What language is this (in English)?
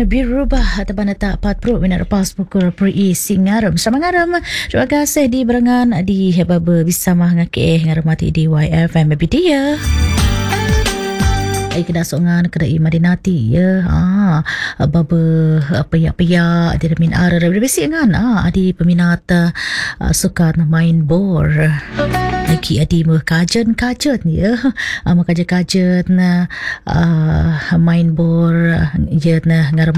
Malay